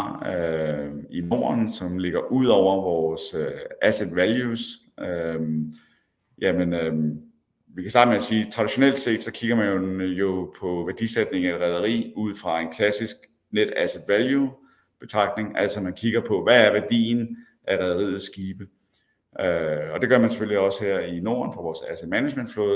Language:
Danish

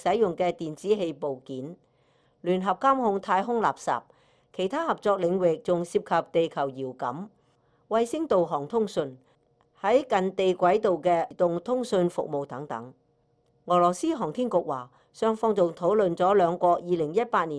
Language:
Cantonese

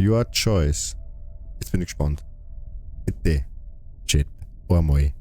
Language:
Bavarian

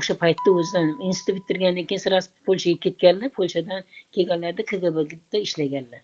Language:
Uzbek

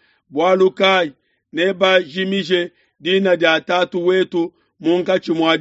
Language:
Luba-Lulua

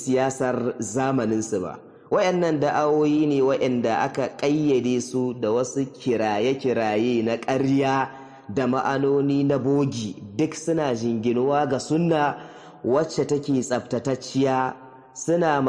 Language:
Hausa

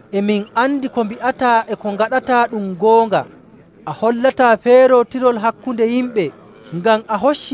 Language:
Nigerian Fulfulde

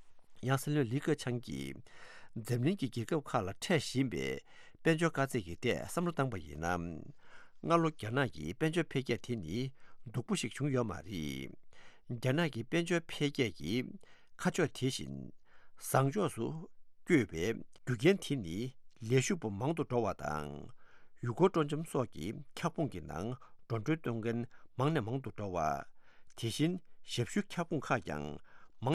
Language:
Tibetan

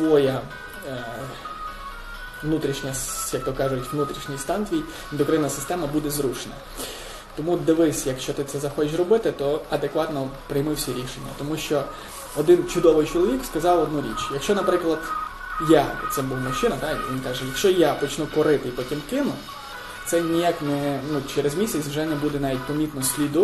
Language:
Ukrainian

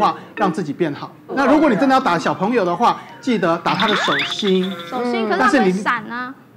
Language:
Chinese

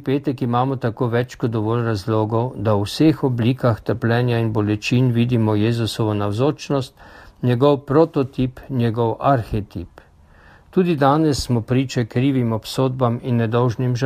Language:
Slovenian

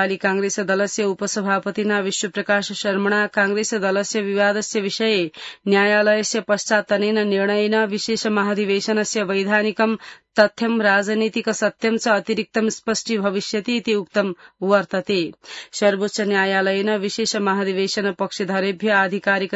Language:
Sanskrit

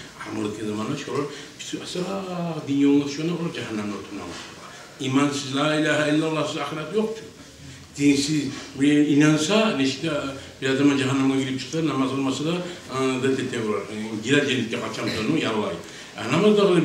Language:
Kumyk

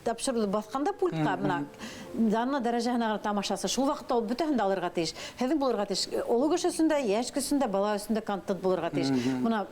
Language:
Bashkir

